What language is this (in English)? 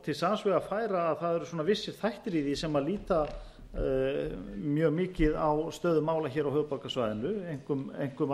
Icelandic